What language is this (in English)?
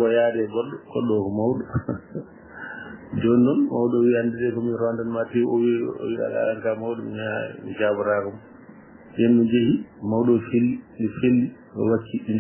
Fula